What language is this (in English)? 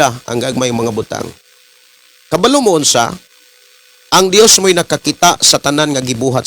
Cebuano